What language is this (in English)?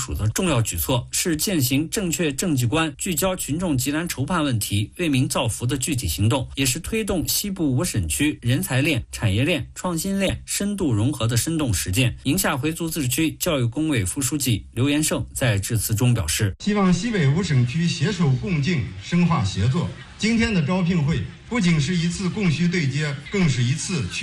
Chinese